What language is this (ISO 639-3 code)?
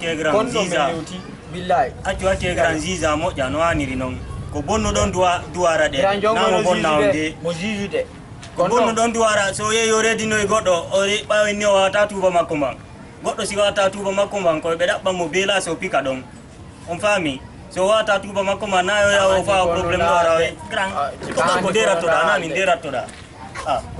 ful